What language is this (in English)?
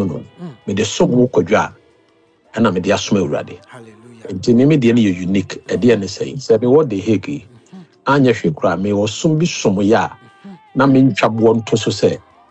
Akan